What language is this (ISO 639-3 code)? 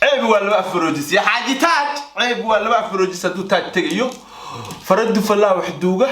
som